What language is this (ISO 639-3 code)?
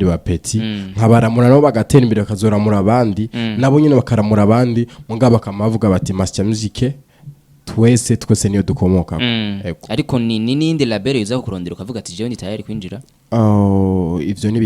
run